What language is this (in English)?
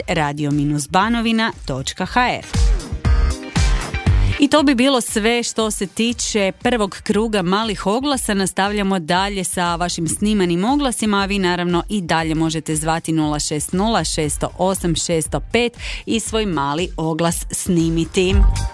Croatian